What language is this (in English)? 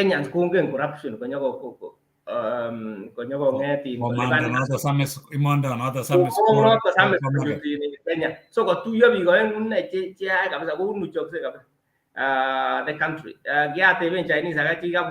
Kalenjin